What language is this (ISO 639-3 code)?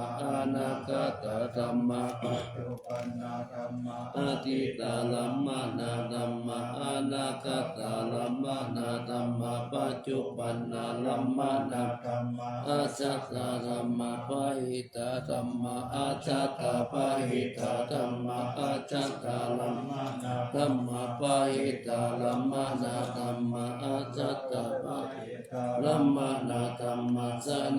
pli